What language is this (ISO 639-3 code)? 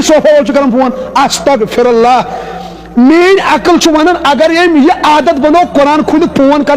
kas